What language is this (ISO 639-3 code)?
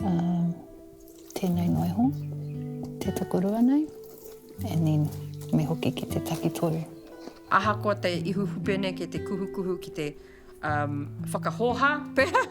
mri